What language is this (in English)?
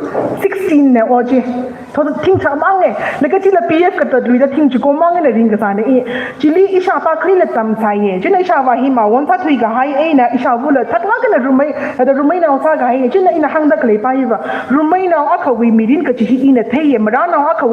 Tangkhul Naga (India)